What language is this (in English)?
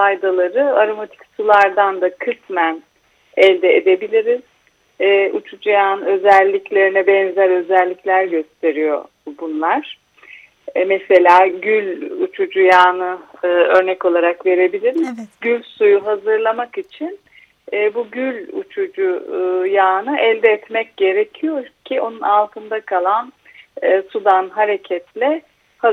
Turkish